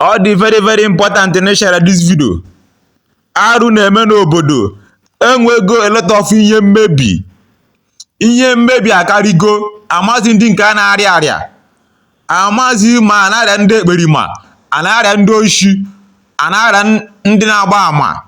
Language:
Igbo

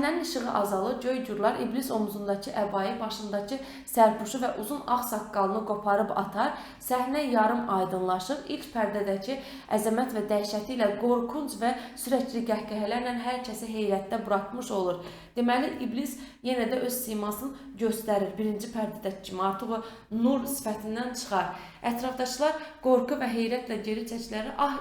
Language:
Azerbaijani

